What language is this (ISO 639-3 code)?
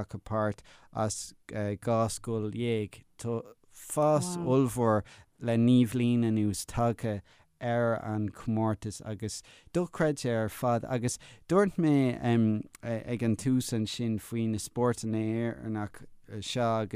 gle